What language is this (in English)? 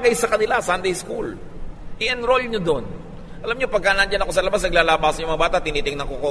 Filipino